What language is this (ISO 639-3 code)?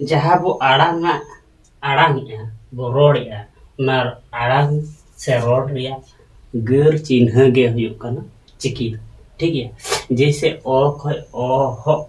sat